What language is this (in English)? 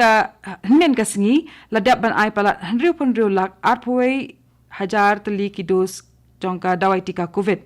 Khasi